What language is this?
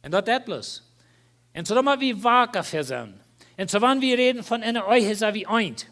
Plautdietsch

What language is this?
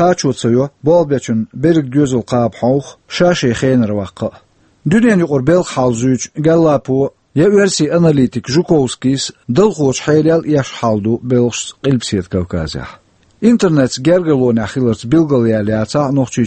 Chechen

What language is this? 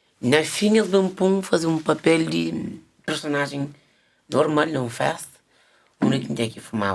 Kabuverdianu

